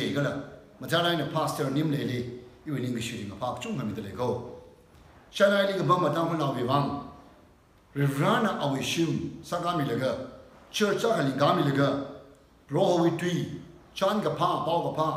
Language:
Tangkhul Naga (India)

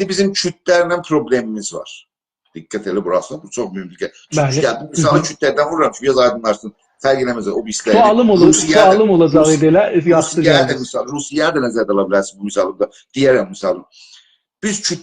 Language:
South Azerbaijani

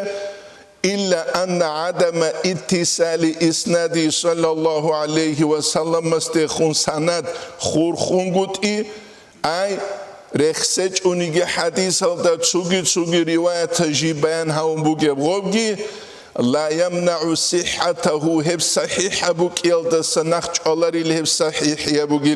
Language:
Avaric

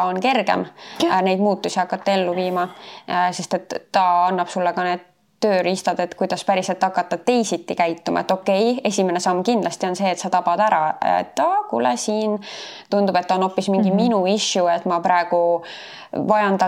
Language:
Estonian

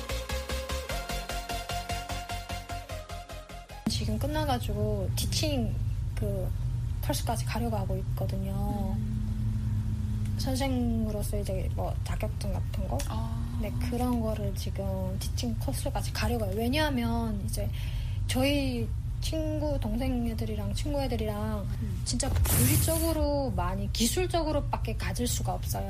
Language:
Korean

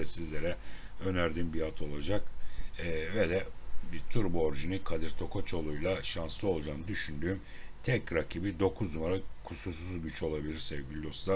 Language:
Turkish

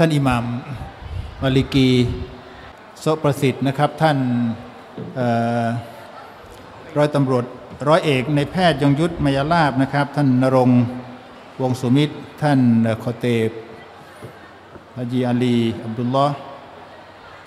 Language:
Thai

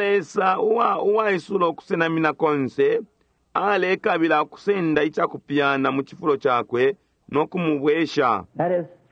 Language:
Bemba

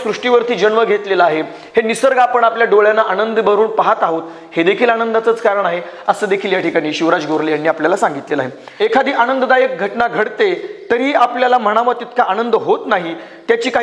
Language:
Marathi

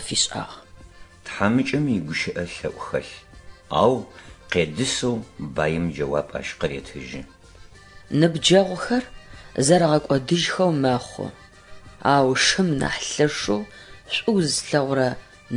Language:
Adyghe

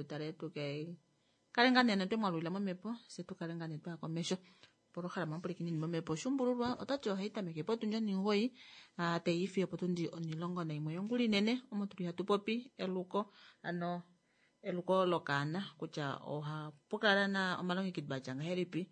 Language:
Kuanyama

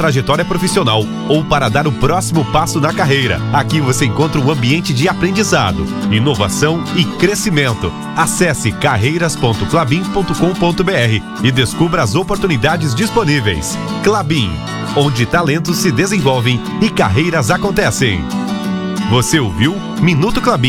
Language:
Portuguese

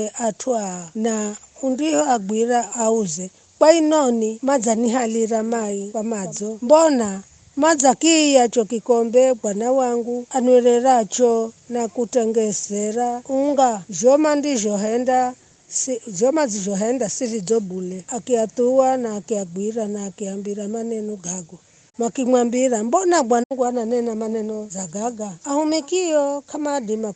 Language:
Giryama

